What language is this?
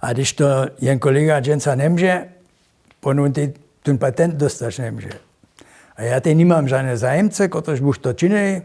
Upper Sorbian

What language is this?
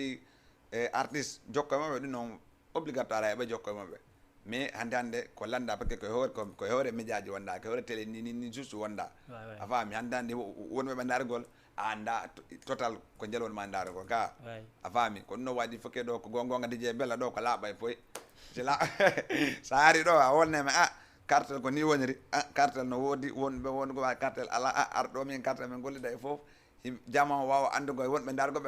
Fula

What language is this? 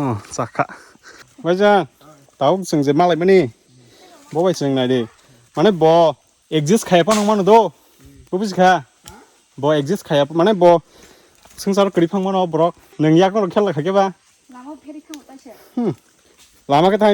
Kok Borok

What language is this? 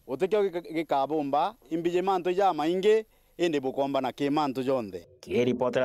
Meru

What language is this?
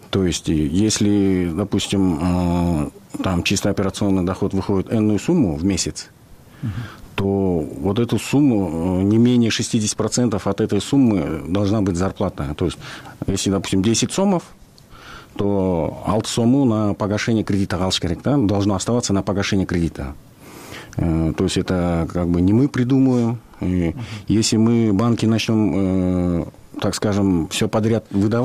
Kyrgyz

